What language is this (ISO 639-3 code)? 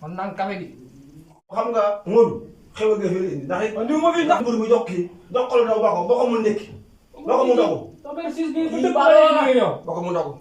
wol